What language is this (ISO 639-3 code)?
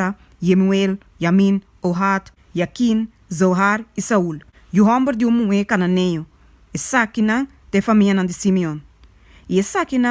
pap